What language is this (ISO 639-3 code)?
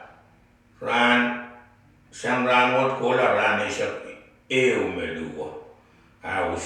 pon